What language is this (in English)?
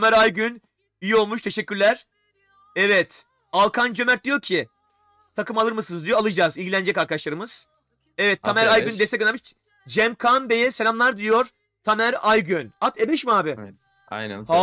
Turkish